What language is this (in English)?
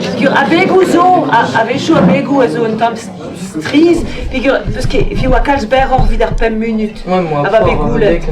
Breton